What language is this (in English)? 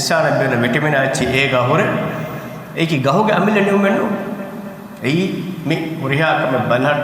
Divehi